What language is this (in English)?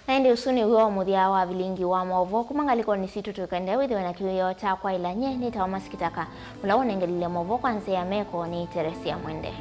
Kamba